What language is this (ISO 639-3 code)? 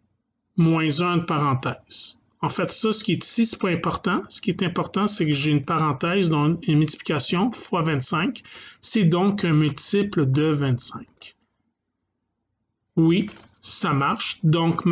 fra